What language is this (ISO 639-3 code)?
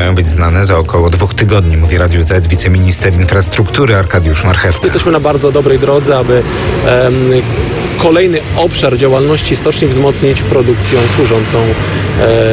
pol